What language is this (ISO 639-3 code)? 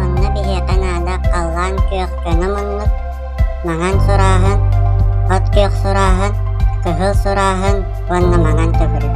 sah